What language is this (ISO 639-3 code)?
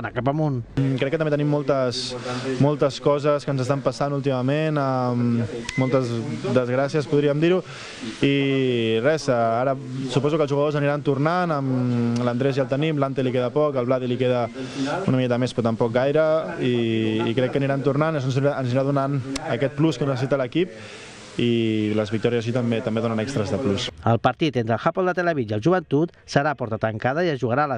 cat